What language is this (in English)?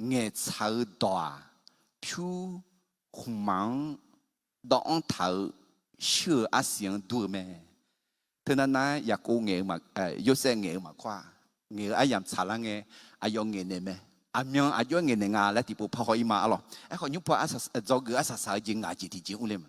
Akha